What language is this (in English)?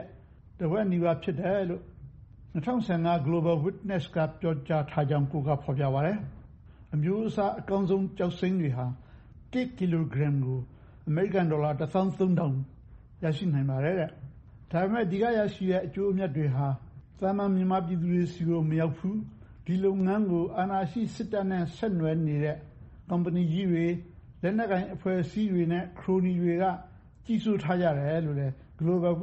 Burmese